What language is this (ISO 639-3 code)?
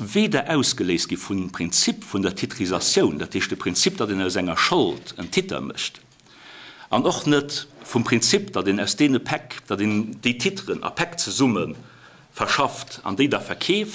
ltz